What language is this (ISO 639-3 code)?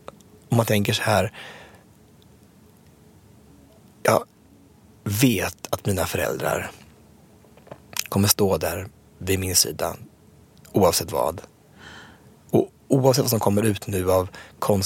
swe